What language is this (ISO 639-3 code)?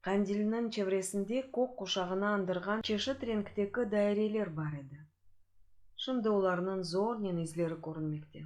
crh